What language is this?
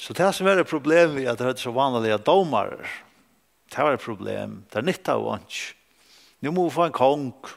Faroese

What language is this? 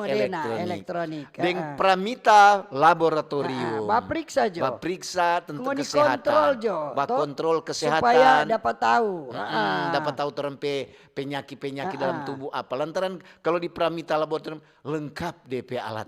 Manado Malay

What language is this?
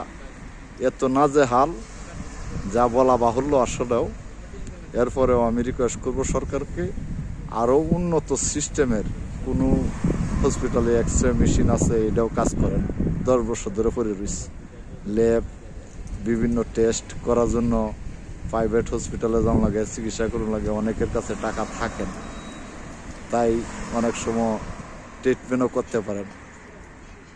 Bangla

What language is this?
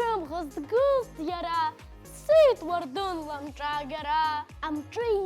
Abkhazian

